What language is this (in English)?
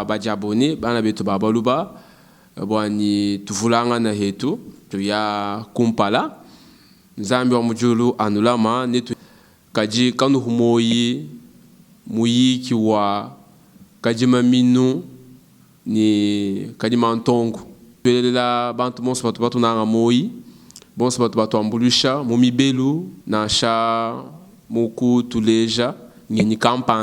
Luba-Lulua